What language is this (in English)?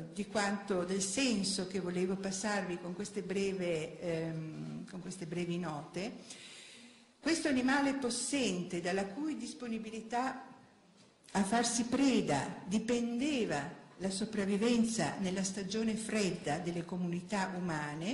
Italian